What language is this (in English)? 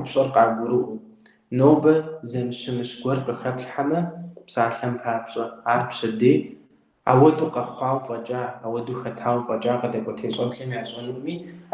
Kabardian